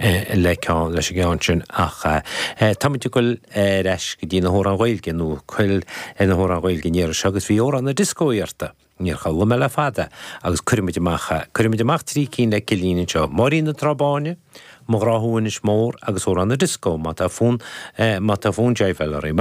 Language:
Irish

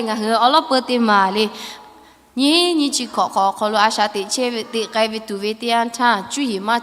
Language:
Lahu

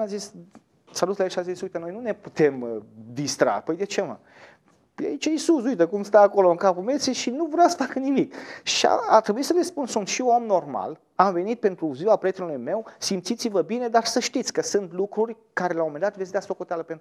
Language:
Romanian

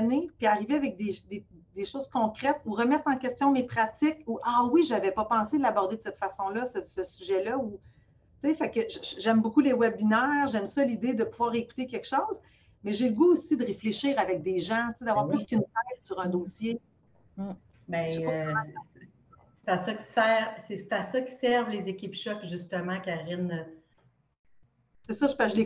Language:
French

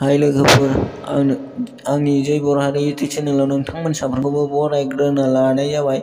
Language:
Bodo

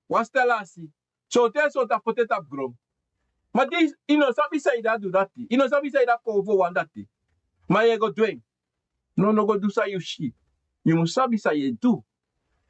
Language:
Sranan Tongo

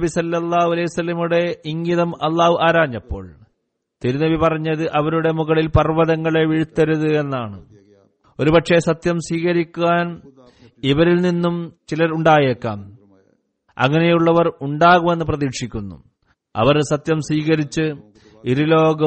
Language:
Malayalam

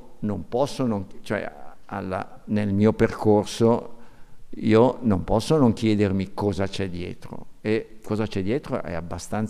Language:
Italian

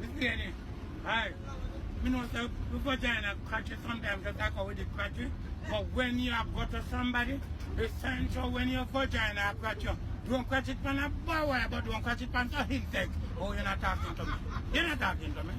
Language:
Jamaican Creole English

